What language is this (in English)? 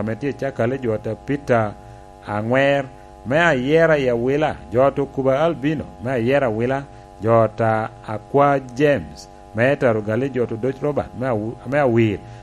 Lango (Uganda)